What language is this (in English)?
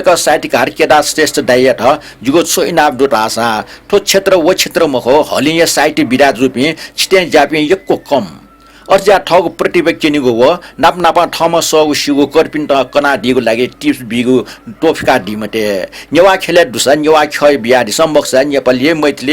Newari